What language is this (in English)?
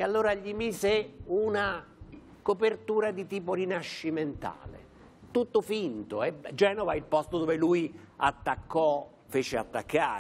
Italian